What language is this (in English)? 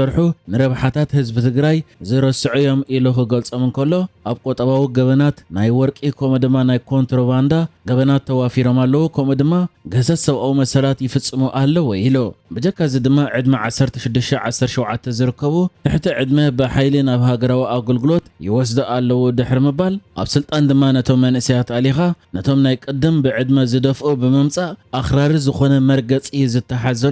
Tigrinya